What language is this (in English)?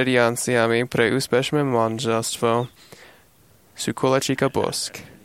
Slovak